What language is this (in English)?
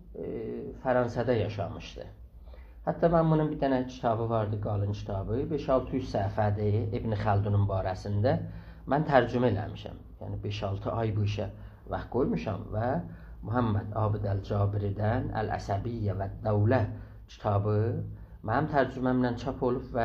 South Azerbaijani